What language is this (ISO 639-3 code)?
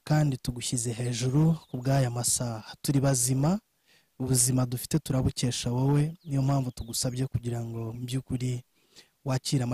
kin